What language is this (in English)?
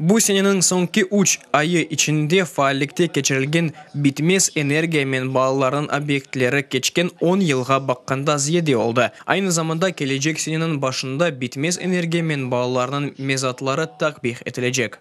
Crimean Tatar